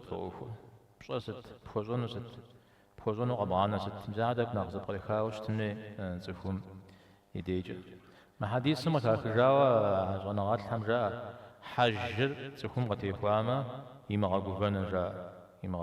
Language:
Kabardian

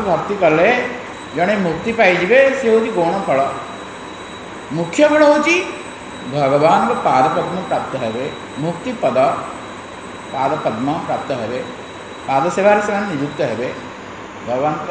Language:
Odia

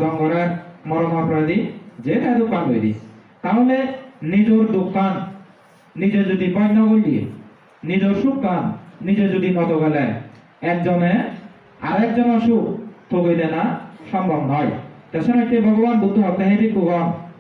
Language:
Chakma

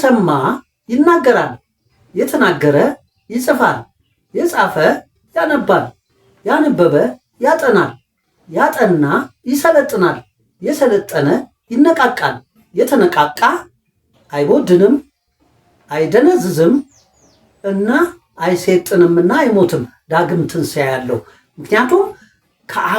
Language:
Amharic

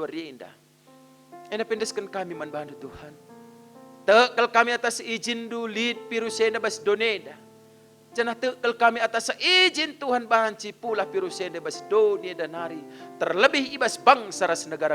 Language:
Batak Karo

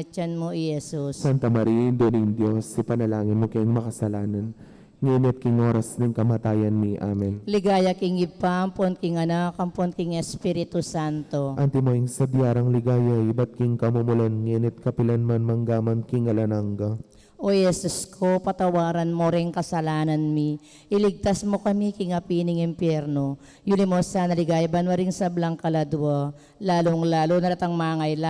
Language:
Pampanga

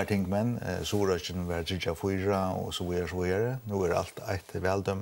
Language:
Faroese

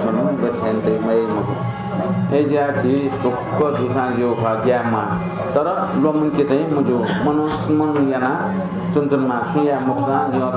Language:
Newari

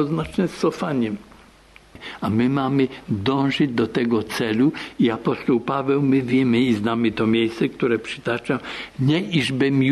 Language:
Polish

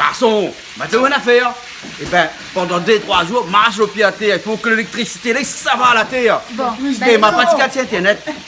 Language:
Réunion Creole French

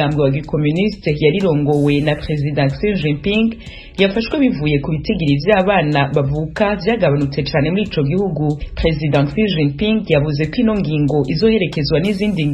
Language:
Rundi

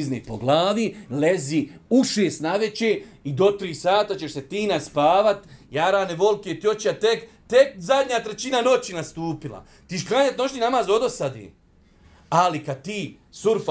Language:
Bosnian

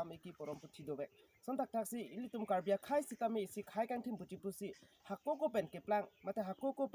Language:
Karbi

